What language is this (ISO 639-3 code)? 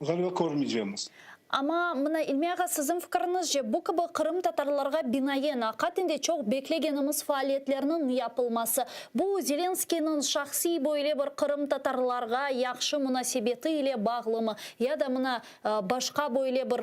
crh